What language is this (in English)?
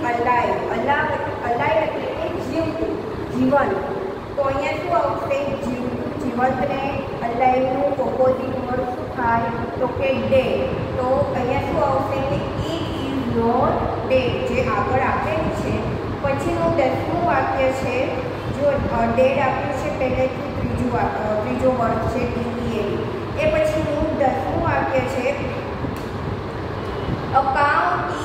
Gujarati